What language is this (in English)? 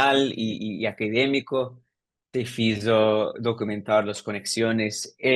Ladino